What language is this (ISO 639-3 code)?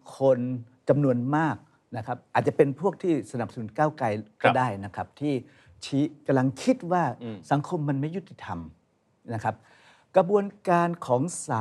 tha